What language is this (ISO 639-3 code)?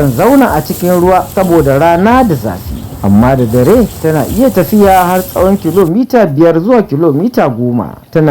hau